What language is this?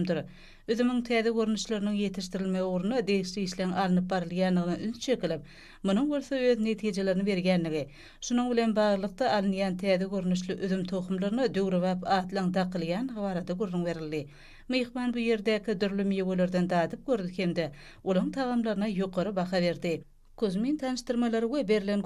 Turkmen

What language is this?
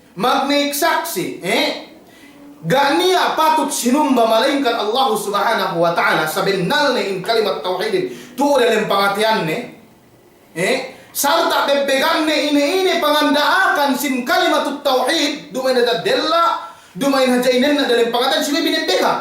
Yakan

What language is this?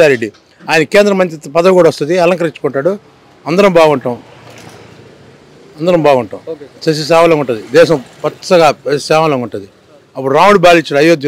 Telugu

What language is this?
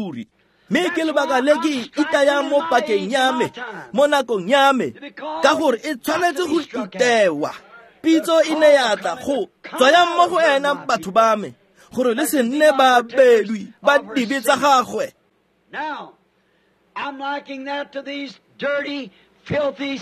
Tswana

